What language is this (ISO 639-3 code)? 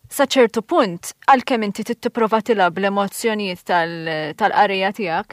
mlt